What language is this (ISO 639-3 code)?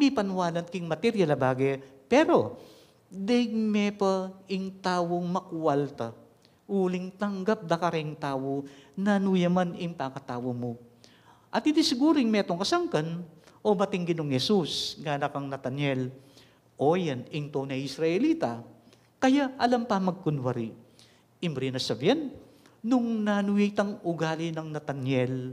pam